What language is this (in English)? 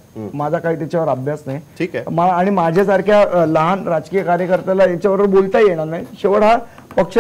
Marathi